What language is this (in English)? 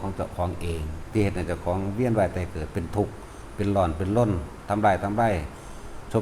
Northeastern Thai